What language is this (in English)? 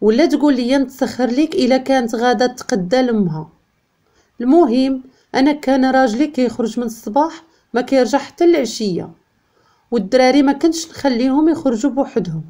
Moroccan Arabic